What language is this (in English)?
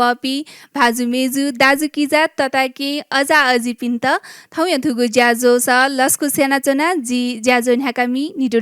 Newari